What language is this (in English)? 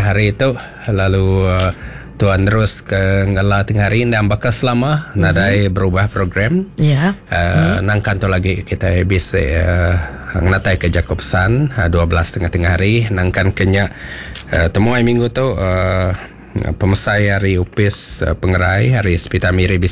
Iban